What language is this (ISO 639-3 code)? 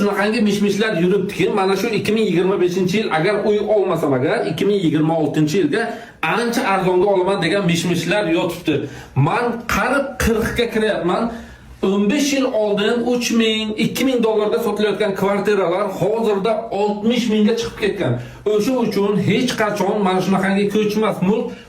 uzb